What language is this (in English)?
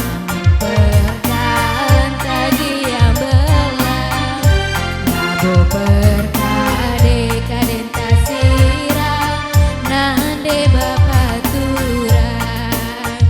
Batak Karo